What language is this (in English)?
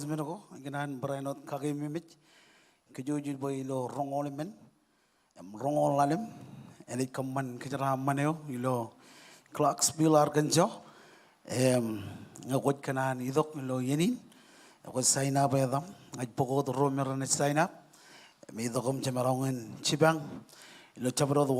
Marshallese